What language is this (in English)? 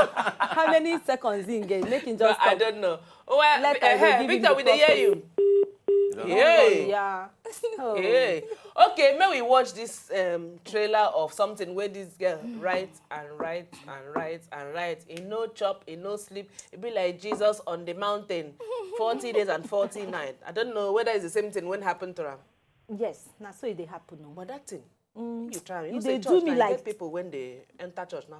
Nigerian Pidgin